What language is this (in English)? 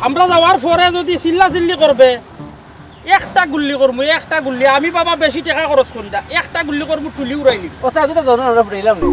Sylheti